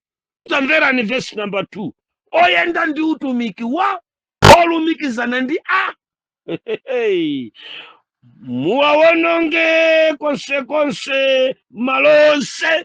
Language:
Nyanja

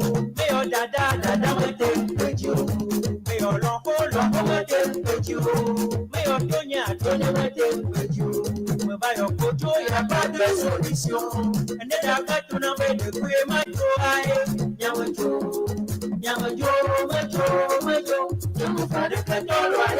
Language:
Ewe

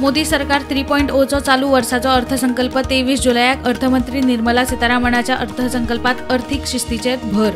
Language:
Konkani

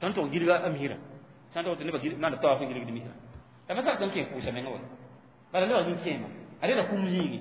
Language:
Mossi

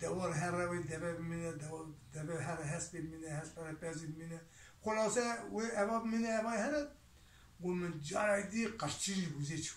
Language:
Kurdish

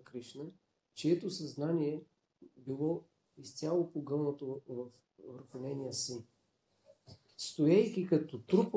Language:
Bulgarian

